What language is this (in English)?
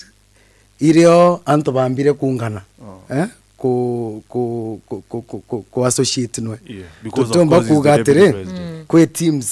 Meru